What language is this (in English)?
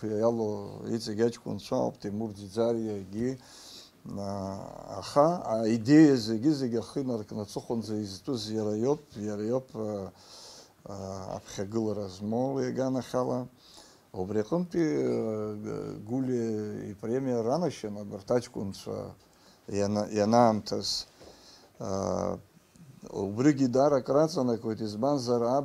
Abkhazian